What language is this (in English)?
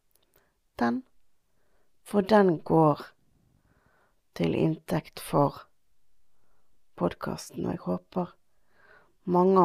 Norwegian